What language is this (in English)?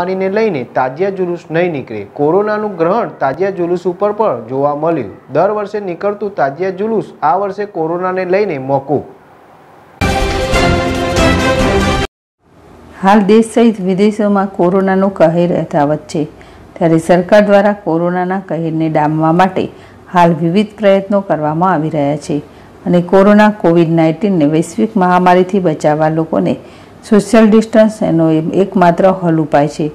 Gujarati